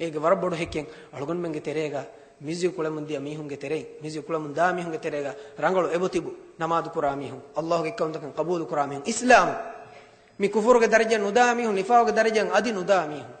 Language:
Divehi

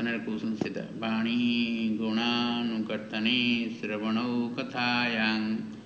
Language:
Odia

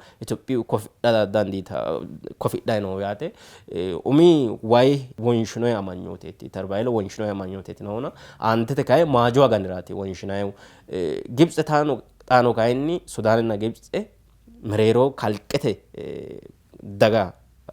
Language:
Sidamo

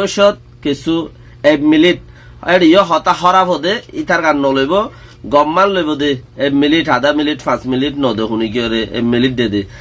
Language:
Rohingya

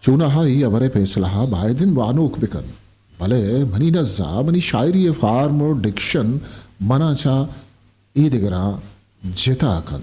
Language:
Eastern Balochi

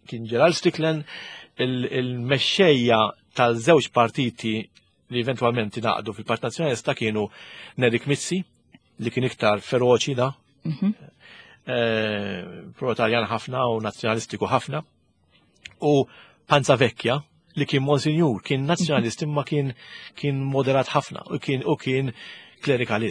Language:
Maltese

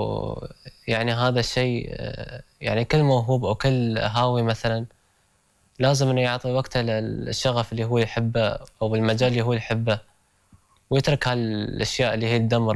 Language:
Gulf Arabic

